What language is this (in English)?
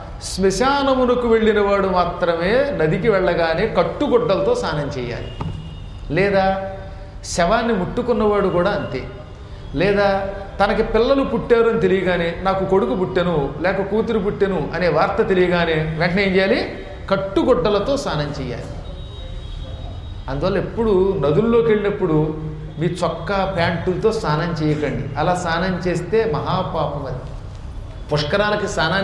Telugu